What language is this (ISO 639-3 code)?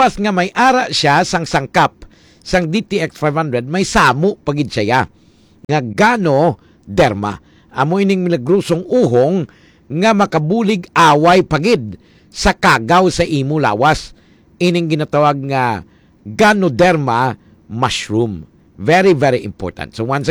hil